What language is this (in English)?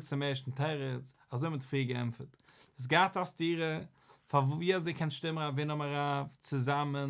Yiddish